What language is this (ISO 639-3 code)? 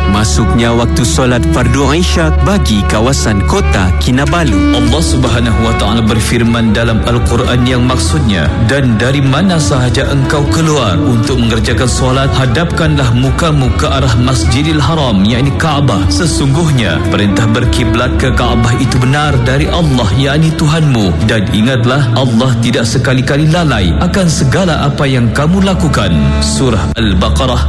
msa